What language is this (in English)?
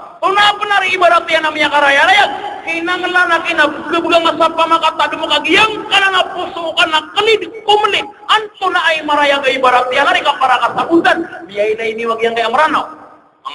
Maranao